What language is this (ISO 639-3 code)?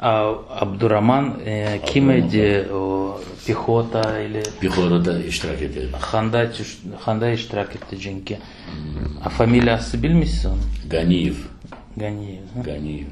crh